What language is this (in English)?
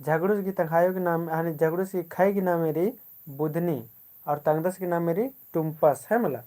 Kurukh